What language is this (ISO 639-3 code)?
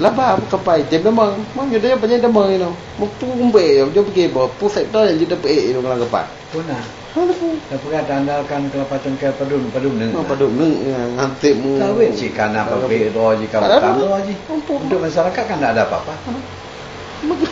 ace